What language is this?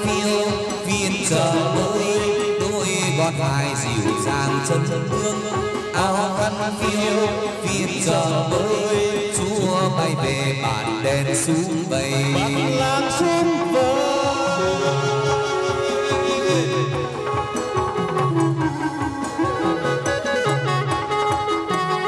Vietnamese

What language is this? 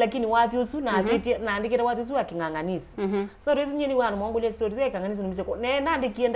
Kamba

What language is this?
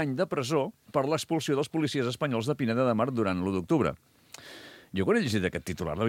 Catalan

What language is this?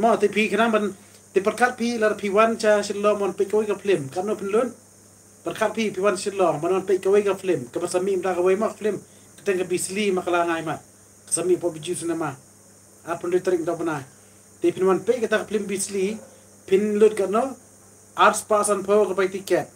Khasi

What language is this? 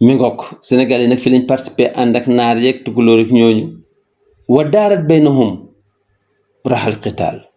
Wolof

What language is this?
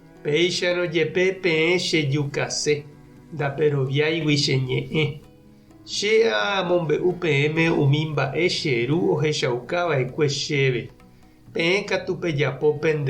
Guarani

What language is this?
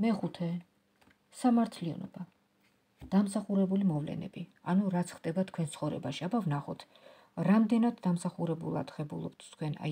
Georgian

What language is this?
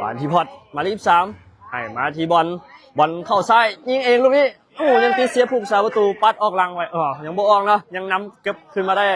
Lao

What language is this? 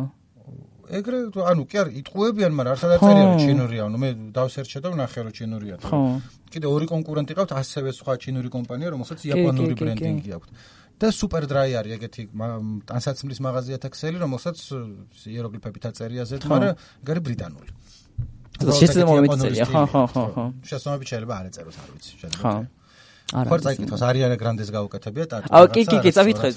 Georgian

